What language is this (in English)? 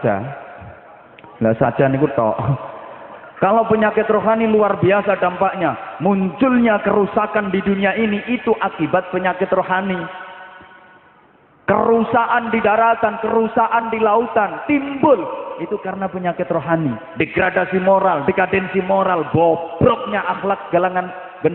Javanese